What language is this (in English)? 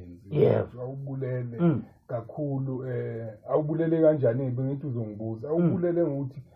Zulu